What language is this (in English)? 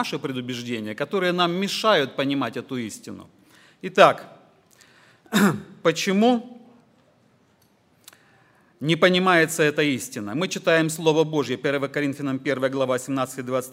Russian